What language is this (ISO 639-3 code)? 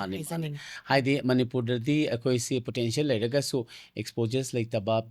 mni